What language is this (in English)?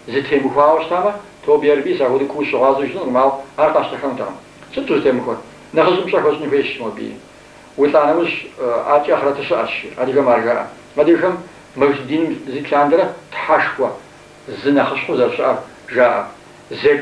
Kabardian